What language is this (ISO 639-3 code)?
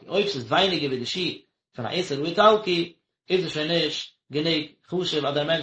yid